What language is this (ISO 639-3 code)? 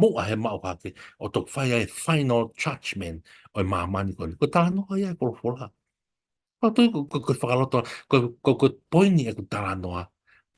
ton